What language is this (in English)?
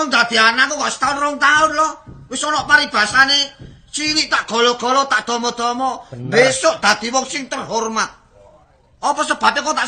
Javanese